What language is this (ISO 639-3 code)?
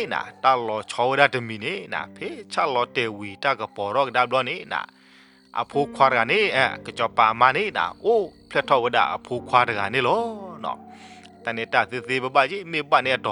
ksw